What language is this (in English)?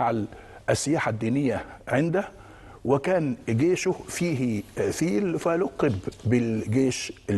Egyptian Arabic